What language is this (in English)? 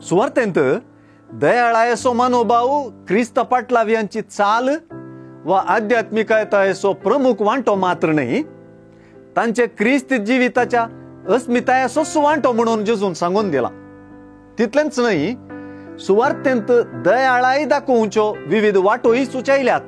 Konkani